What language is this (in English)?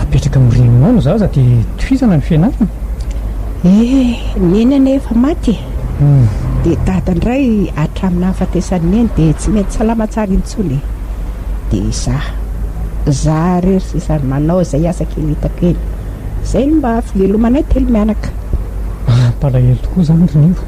Malagasy